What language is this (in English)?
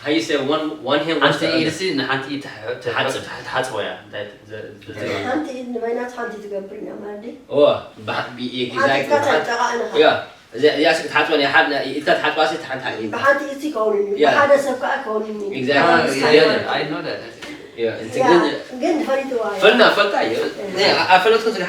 Tigrinya